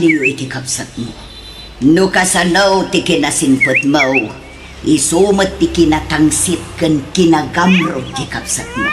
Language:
Iloko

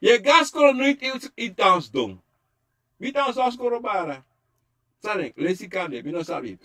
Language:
Sranan Tongo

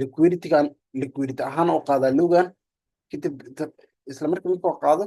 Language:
Somali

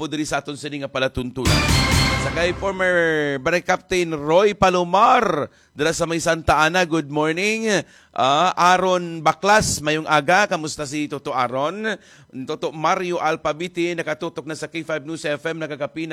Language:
Hiligaynon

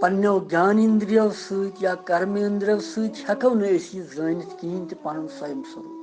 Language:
Kashmiri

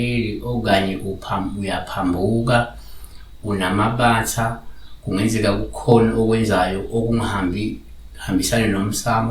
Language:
Zulu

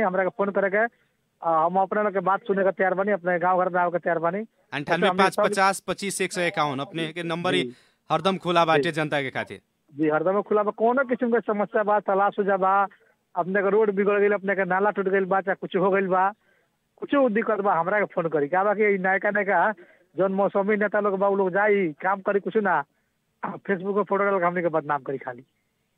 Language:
Bhojpuri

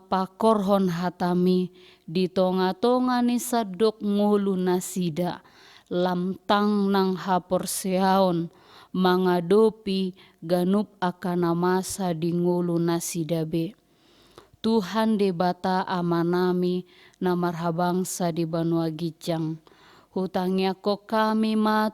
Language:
Batak Toba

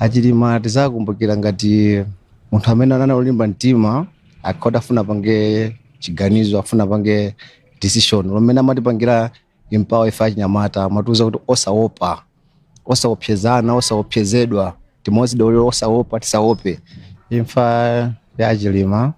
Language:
Nyanja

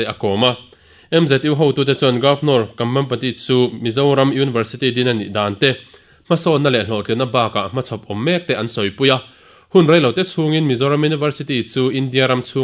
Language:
Mizo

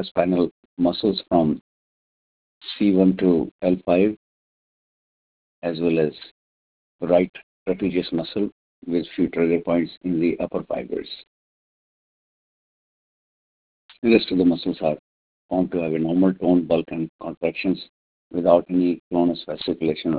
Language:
English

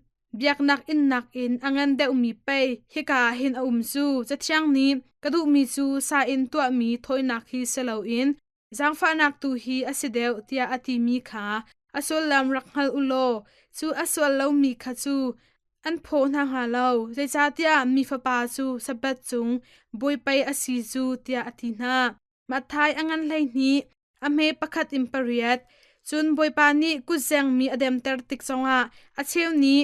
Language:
Hakha Chin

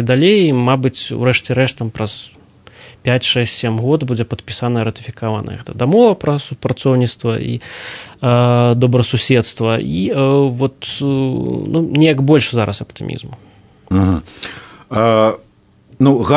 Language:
Belarusian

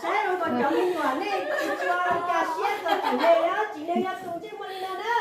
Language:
Hmong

